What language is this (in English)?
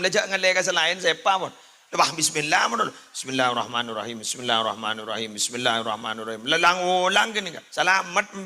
Madurese